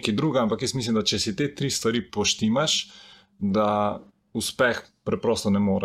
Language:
Slovenian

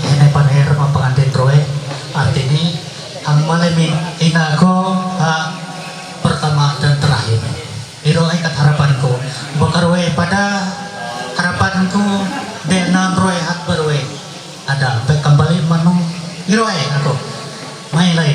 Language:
Ma'anyan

